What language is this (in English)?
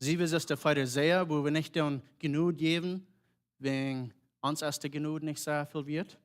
Plautdietsch